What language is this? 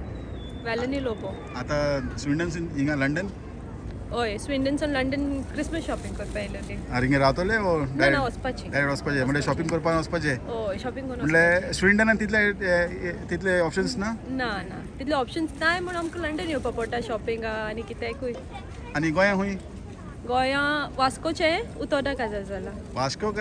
Konkani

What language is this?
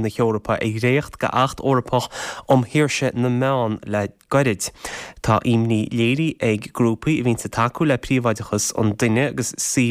Irish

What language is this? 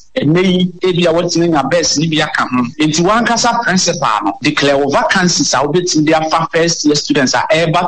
Akan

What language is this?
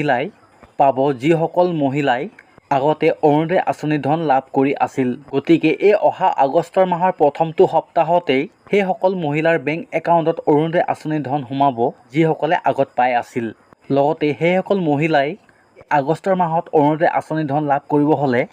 Assamese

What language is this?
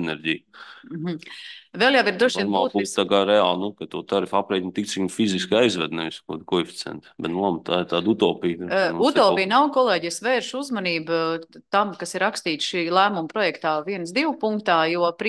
Latvian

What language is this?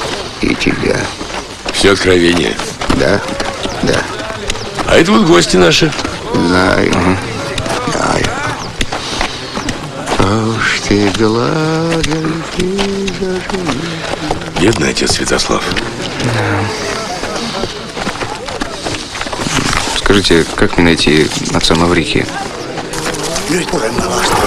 Russian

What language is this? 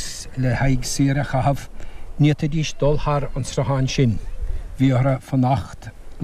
Irish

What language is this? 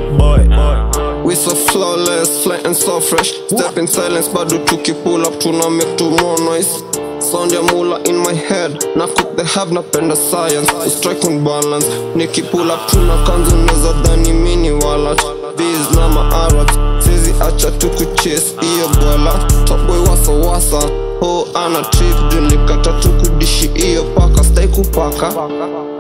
Swahili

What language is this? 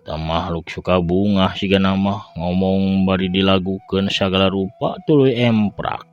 Sundanese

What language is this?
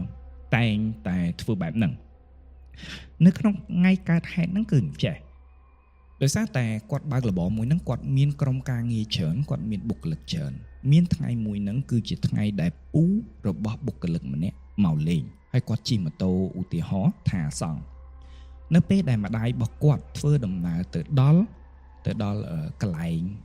Khmer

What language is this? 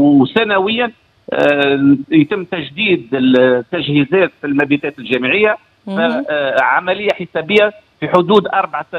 Tunisian Arabic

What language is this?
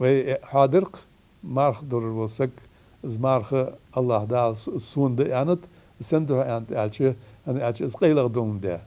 Ingush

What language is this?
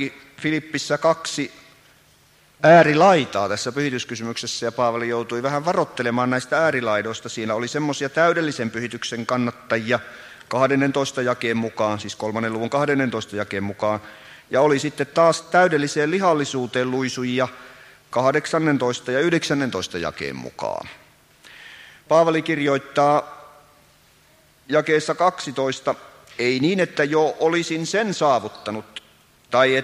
Finnish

